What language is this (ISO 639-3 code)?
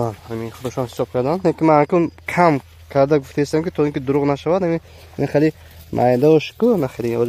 tgk